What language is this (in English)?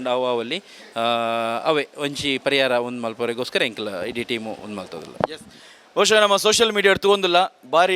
Tulu